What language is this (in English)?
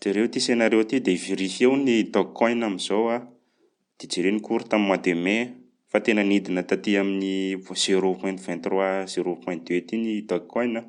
Malagasy